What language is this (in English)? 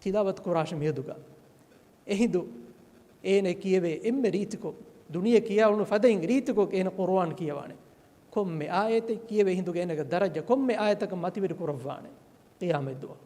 Divehi